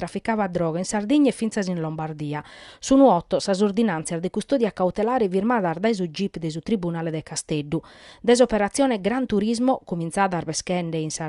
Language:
Sardinian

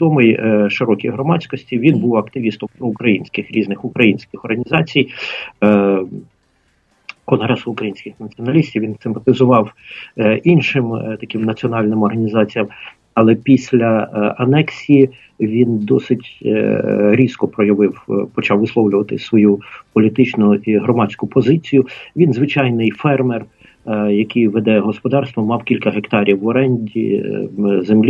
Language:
Ukrainian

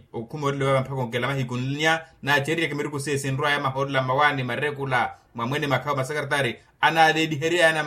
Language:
Makhuwa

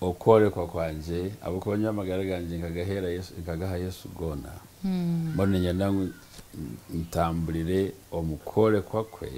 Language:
Nyankole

